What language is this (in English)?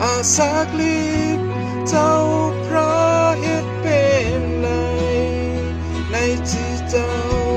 Shan